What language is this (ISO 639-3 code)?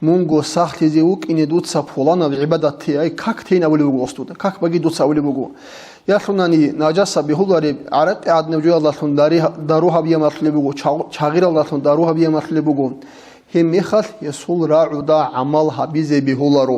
ava